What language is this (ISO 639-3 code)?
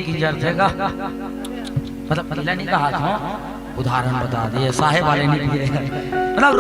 hne